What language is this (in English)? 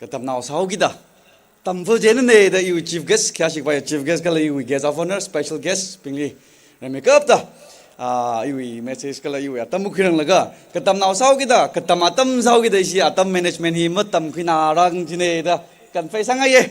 Tangkhul Naga (India)